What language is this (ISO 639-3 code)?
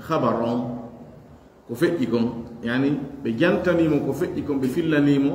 ful